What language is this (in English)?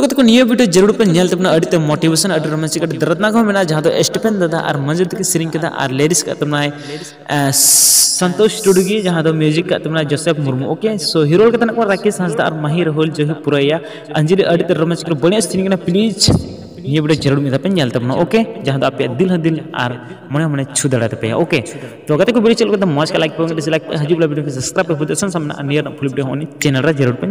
Santali